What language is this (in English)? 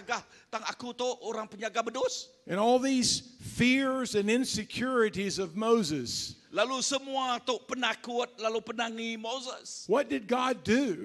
Iban